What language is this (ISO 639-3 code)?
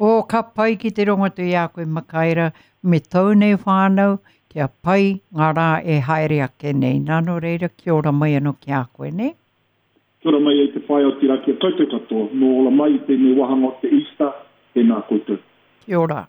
mri